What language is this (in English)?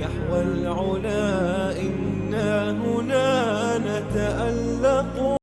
Persian